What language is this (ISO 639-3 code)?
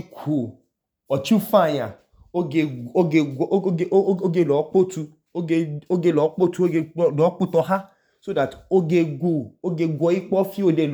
idu